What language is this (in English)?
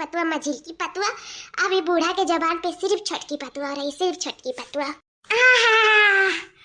Awadhi